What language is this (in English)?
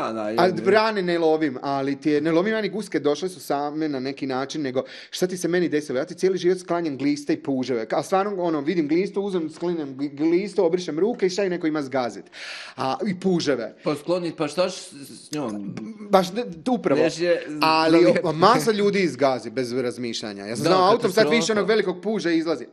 Croatian